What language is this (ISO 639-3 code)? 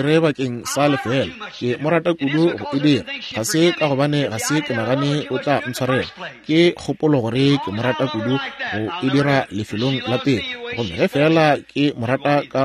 nso